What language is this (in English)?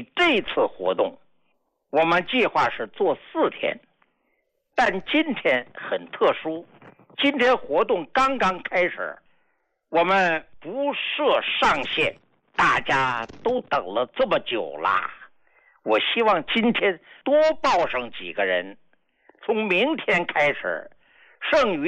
Chinese